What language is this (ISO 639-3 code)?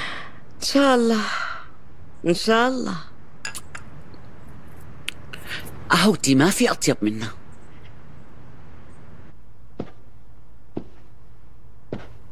apc